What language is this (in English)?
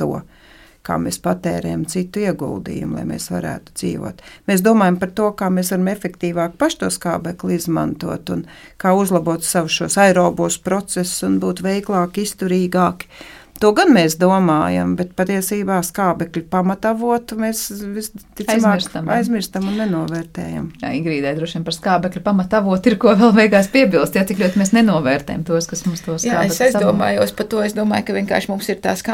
Latvian